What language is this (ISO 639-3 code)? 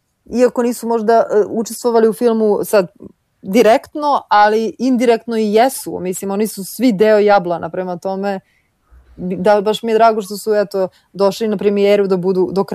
srp